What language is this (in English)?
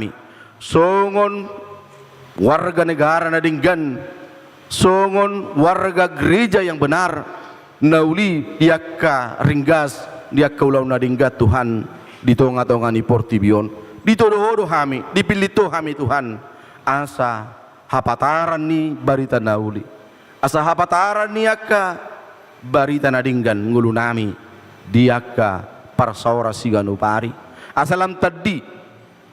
Batak Toba